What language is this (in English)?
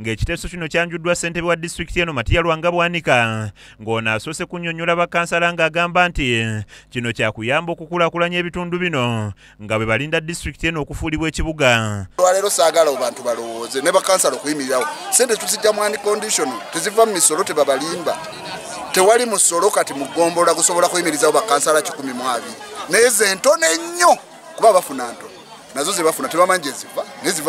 Ganda